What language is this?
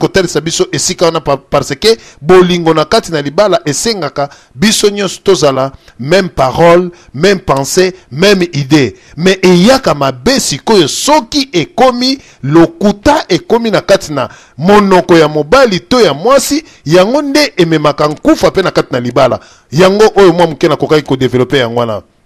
Lingala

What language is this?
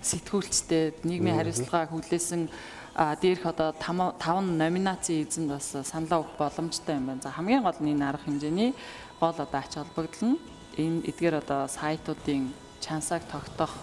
Mongolian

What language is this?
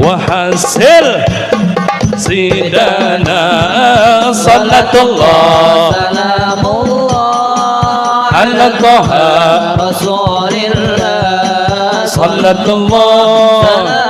Sundanese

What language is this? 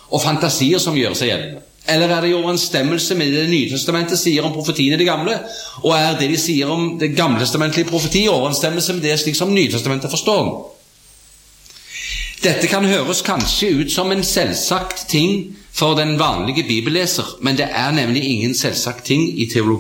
Norwegian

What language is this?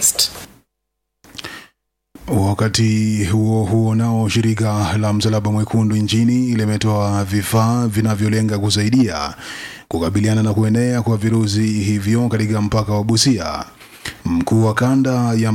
Swahili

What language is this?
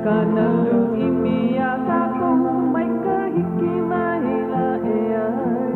Hawaiian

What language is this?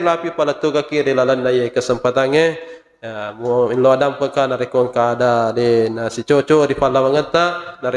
Buginese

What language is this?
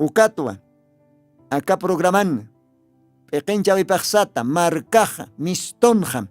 Aymara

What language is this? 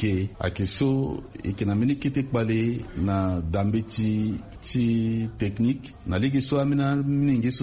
Sango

